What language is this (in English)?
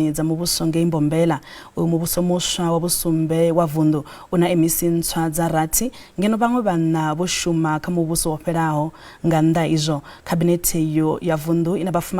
Venda